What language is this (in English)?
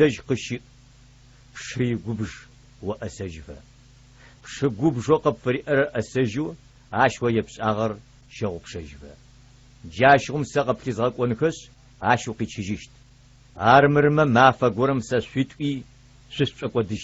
Adyghe